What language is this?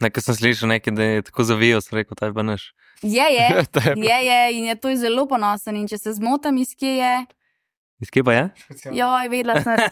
Slovenian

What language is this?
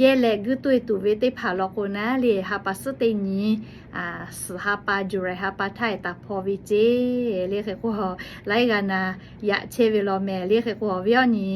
Lahu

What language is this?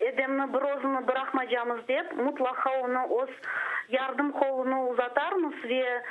Crimean Tatar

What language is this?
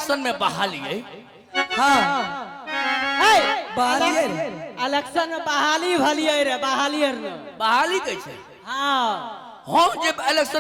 Maithili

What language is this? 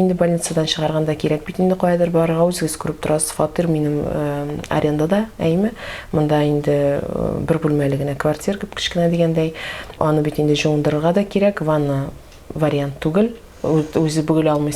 Tatar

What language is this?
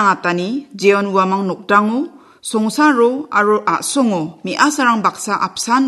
Garo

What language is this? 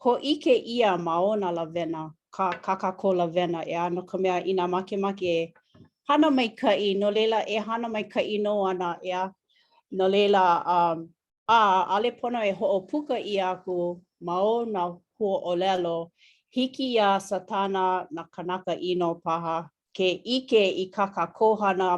Hawaiian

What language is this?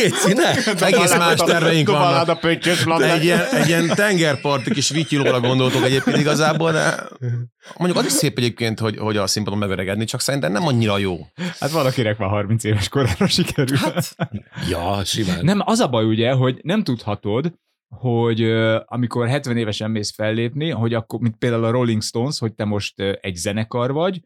Hungarian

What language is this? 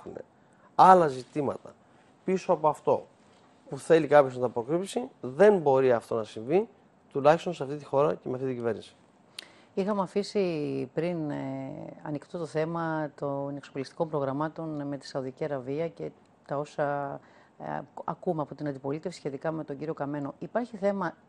Greek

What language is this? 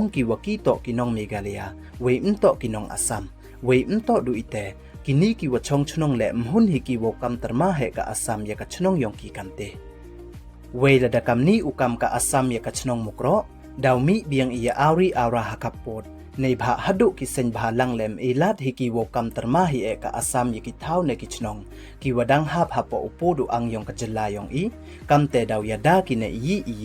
Pnar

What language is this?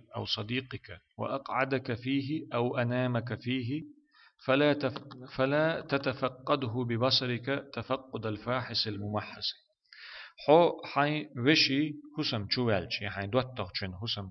Chechen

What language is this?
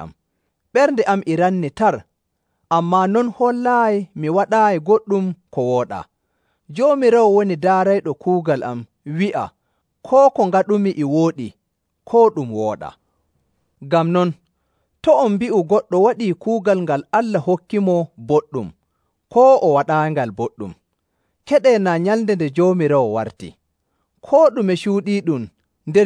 Nigerian Fulfulde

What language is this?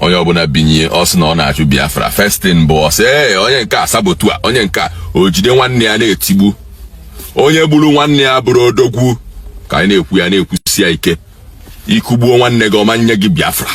Igbo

